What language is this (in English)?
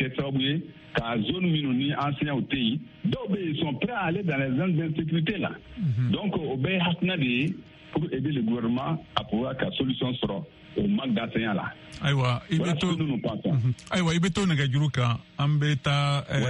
Bambara